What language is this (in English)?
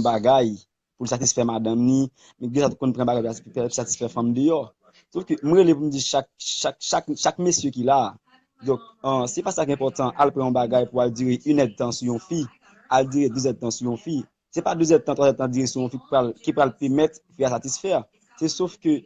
Haitian Creole